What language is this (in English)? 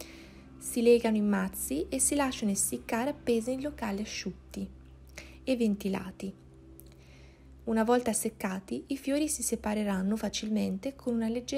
Italian